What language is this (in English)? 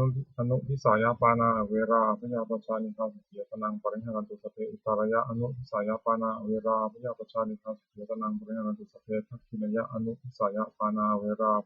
Pali